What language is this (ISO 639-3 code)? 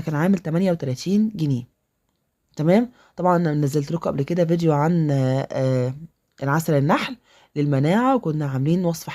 arz